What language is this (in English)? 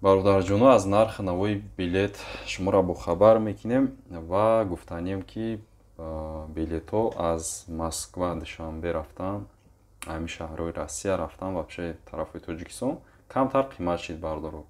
Tajik